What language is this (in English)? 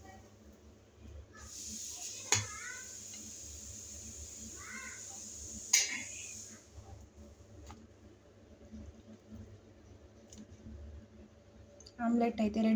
Telugu